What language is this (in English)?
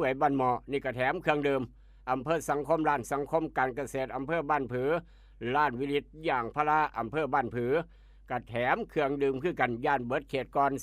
Northeastern Thai